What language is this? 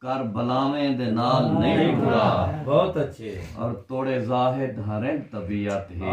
Saraiki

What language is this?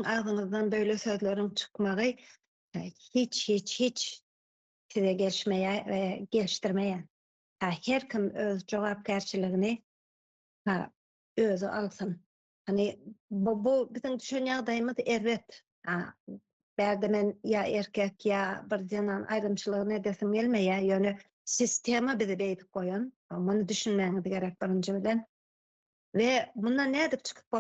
Turkmen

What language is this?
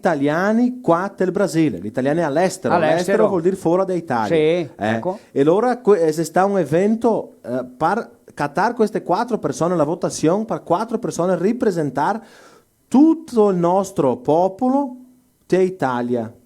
Venetian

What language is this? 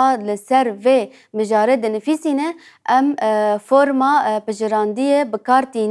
Kurdish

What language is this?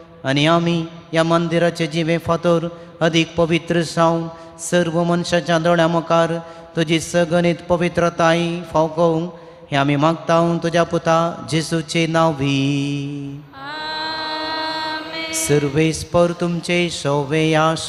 Konkani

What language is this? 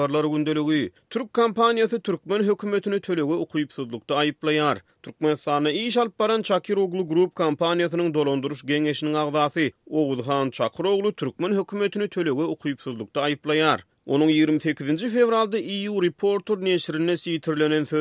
Turkmen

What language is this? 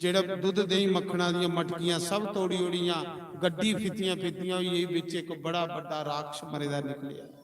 Dogri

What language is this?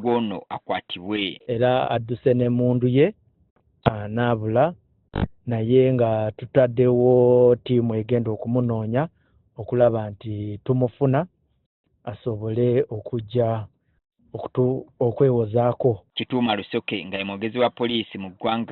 Ganda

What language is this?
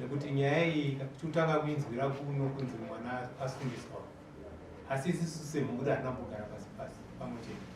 Shona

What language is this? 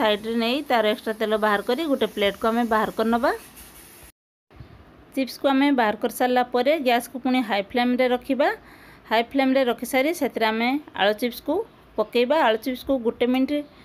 Odia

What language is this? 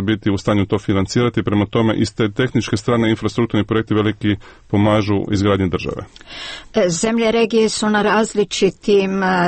Serbian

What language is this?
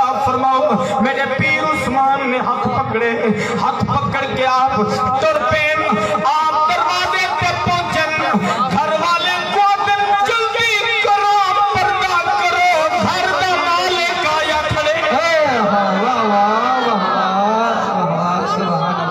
Saraiki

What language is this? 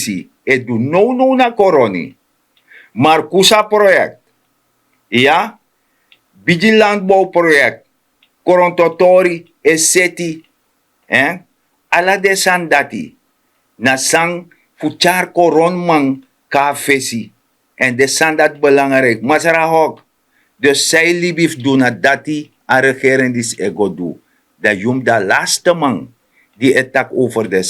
Sranan Tongo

